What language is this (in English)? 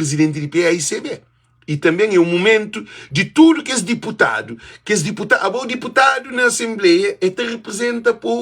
Kabuverdianu